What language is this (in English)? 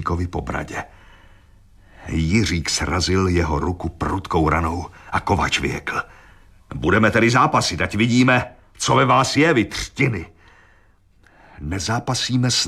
Czech